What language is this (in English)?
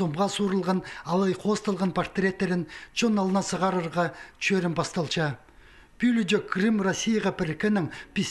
Khakas